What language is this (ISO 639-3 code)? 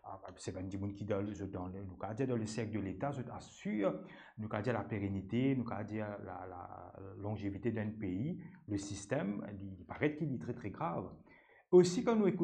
mfe